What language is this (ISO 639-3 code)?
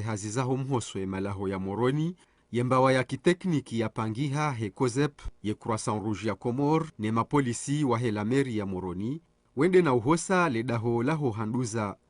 zdj